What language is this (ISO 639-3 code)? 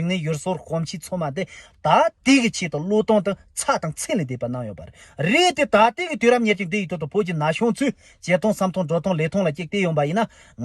bod